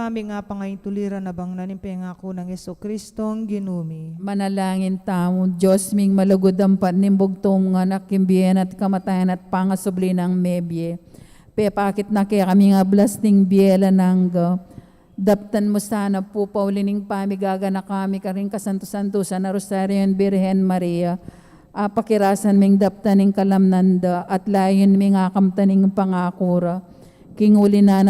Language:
Pampanga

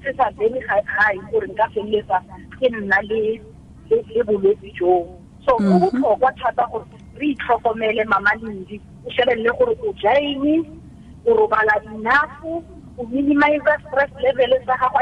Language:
Tswana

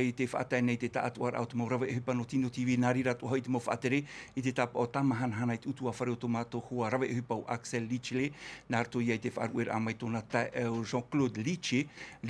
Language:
Tahitian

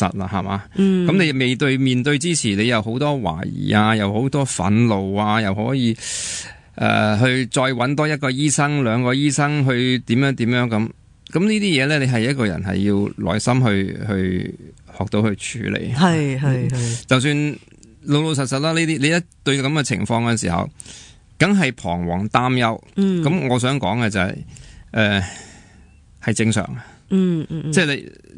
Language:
Cantonese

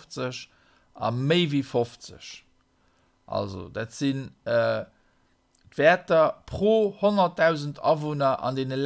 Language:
Luxembourgish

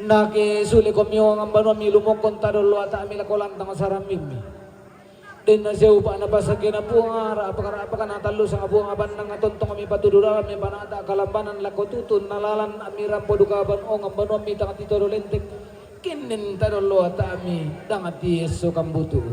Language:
Toraja-Sa'dan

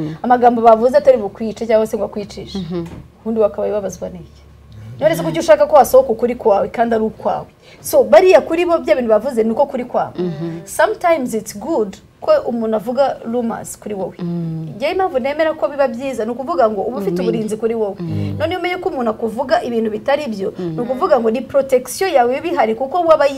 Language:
Kinyarwanda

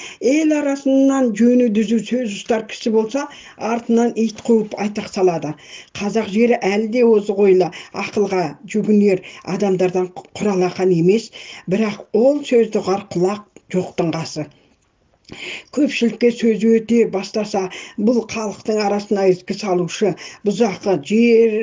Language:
Kazakh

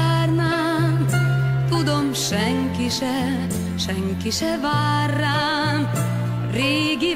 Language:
Hungarian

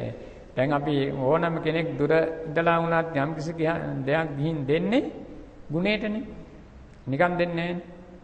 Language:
Sinhala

